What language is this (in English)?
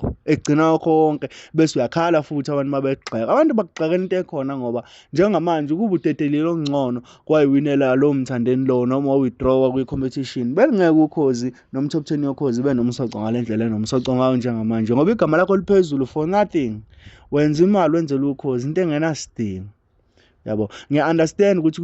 Zulu